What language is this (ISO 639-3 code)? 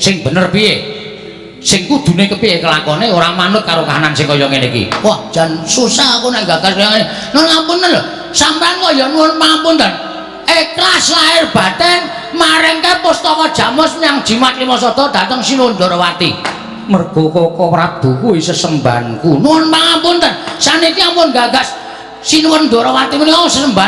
jav